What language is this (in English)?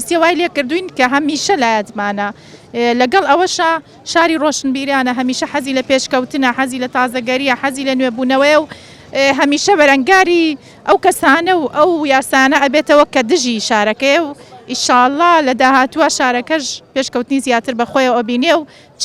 Central Kurdish